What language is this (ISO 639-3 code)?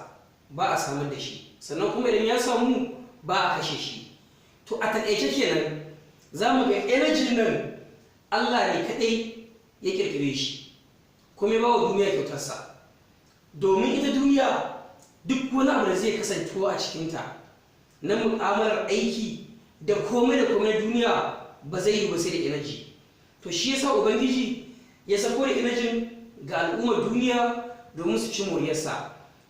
hau